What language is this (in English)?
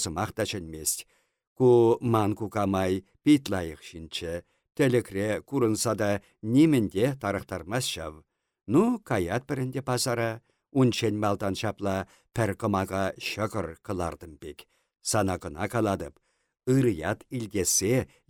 Chuvash